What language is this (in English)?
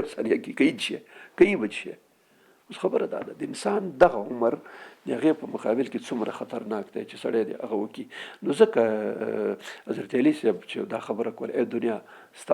Pashto